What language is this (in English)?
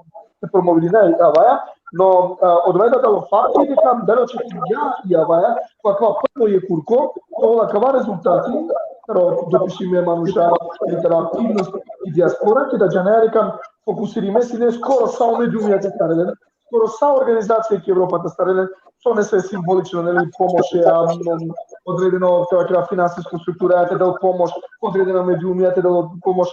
Balkan Romani